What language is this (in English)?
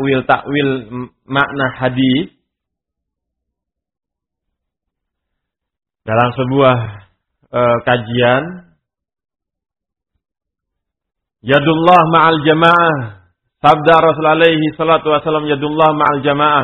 Indonesian